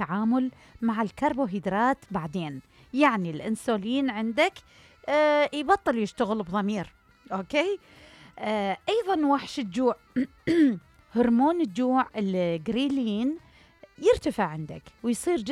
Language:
Mesopotamian Arabic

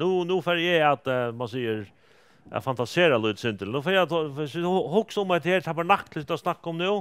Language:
Faroese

